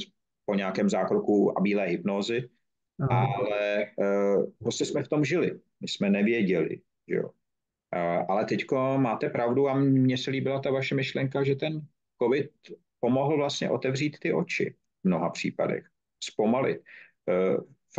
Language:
Czech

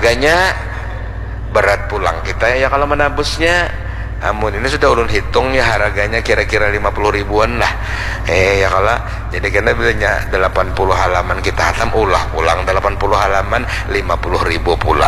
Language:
Banjar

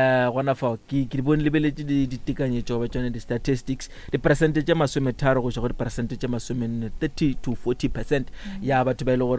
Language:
Northern Sotho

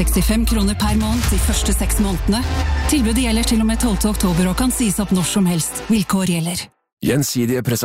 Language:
Norwegian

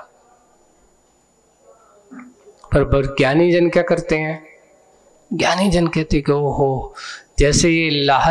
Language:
Hindi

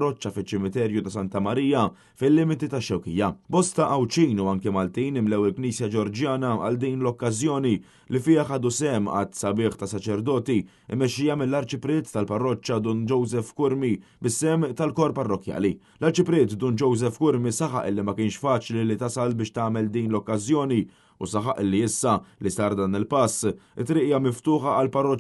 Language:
Maltese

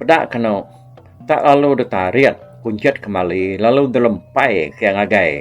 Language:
Iban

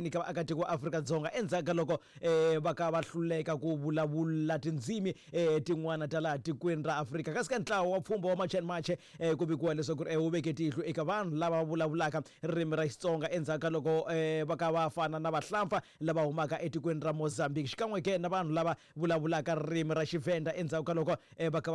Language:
Tsonga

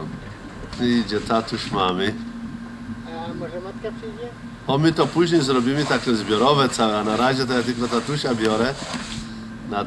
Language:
Polish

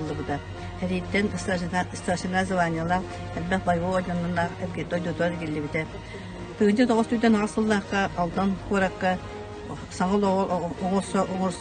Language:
Yakut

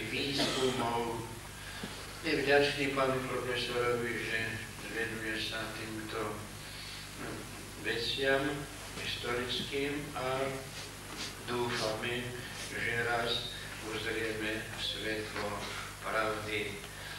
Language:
Slovak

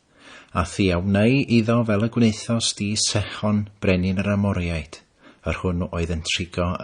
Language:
Welsh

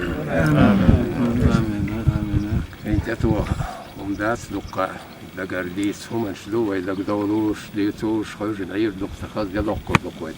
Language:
Chechen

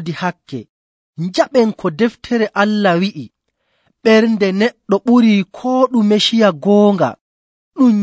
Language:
Nigerian Fulfulde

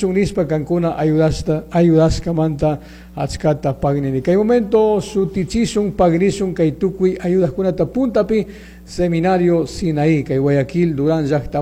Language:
Chimborazo Highland Quichua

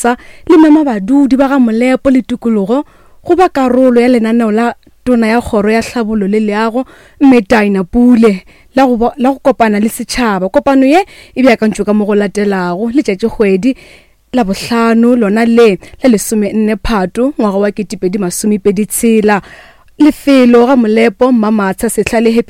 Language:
Northern Sotho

